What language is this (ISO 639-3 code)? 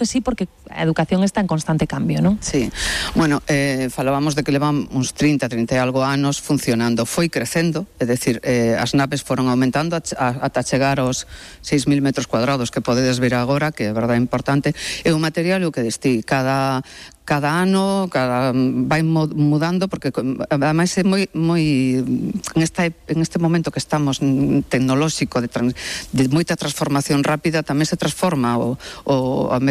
glg